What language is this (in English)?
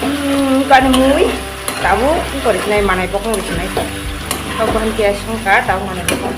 Kok Borok